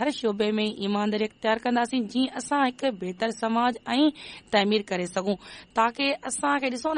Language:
Sindhi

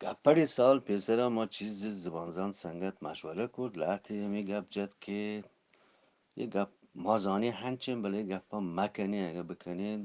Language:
Eastern Balochi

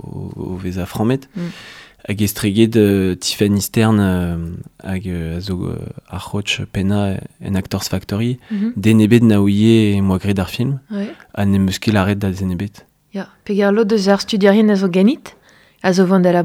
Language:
Breton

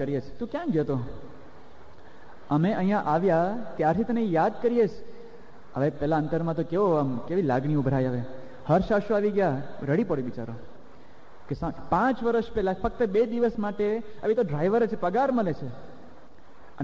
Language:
Gujarati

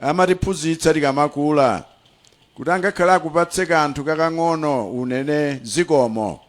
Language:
Nyanja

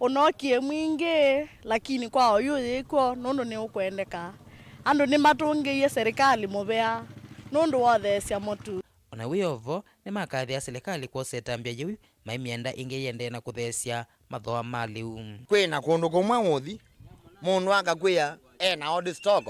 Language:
Kamba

